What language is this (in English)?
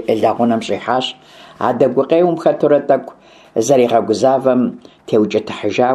Kabardian